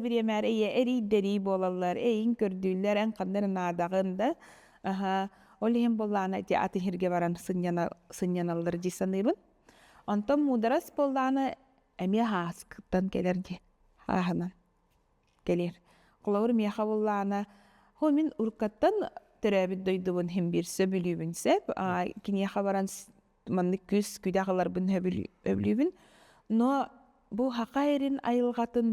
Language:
Yakut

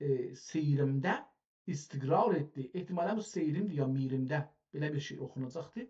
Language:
South Azerbaijani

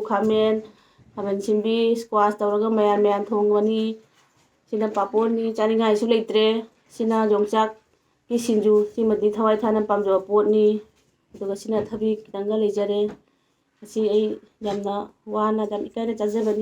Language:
Manipuri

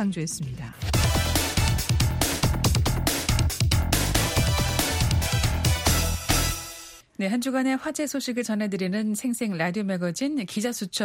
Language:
Korean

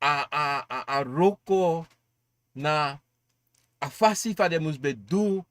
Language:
Sranan Tongo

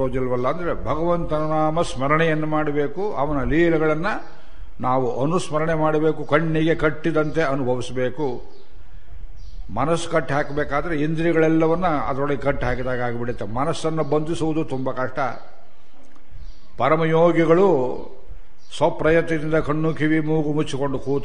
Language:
Kannada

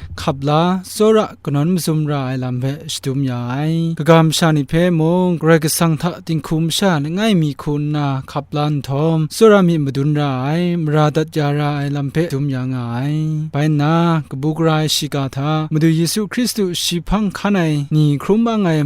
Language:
Kachin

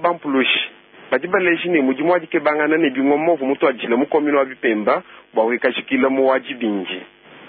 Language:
Luba-Lulua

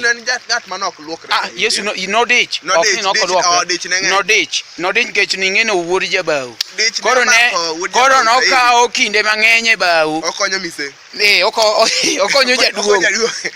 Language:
Luo (Kenya and Tanzania)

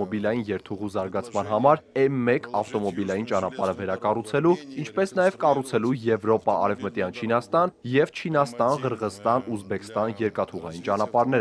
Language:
Armenian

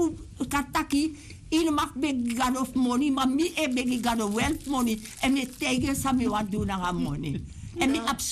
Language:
Sranan Tongo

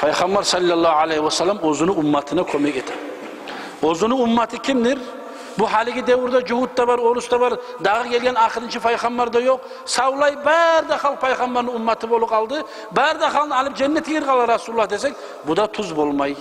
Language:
Kumyk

